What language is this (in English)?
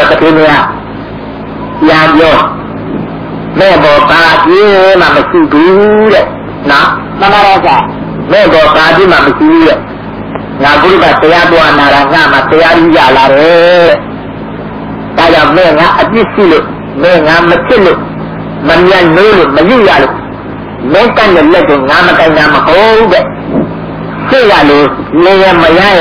Burmese